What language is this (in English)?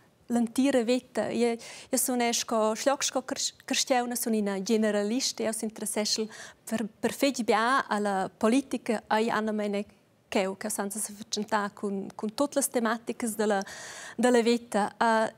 Romansh